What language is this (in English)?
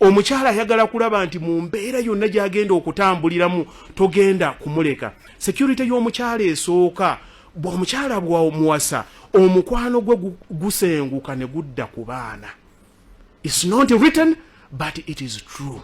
Ganda